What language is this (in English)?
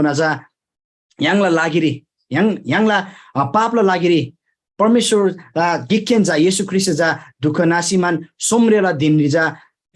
Eastern Tamang